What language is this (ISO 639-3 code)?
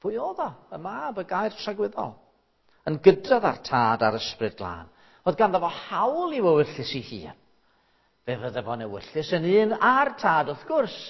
cym